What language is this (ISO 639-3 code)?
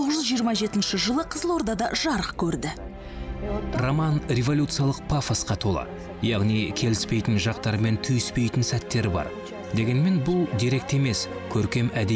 kaz